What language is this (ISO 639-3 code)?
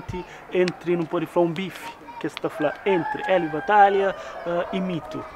kea